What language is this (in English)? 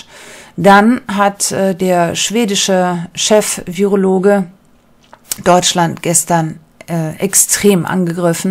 German